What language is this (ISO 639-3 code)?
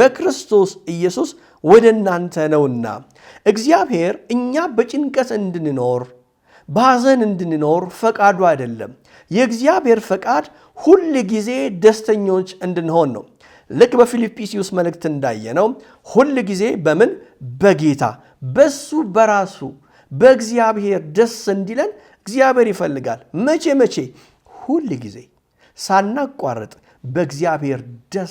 amh